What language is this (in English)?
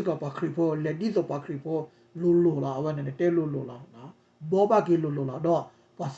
S'gaw Karen